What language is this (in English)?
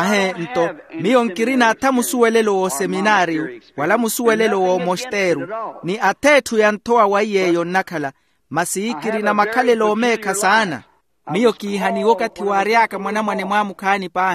Makhuwa